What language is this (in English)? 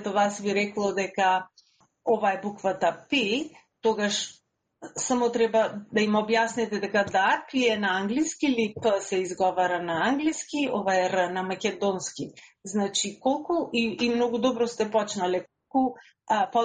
Macedonian